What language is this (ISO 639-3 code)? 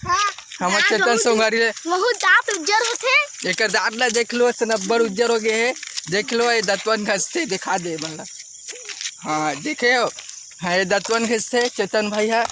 hne